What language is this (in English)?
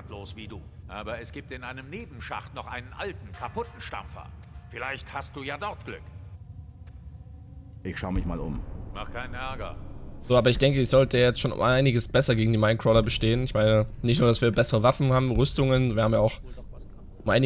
German